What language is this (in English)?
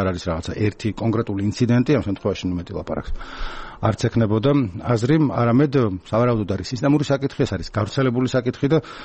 Georgian